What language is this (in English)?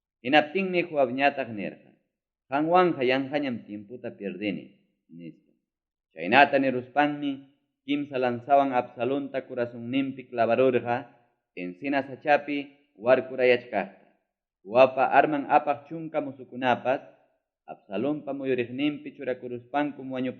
Ayacucho Quechua